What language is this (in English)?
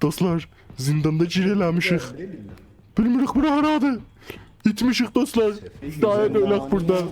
South Azerbaijani